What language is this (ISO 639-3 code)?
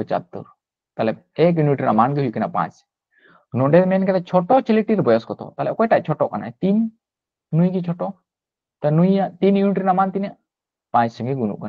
sat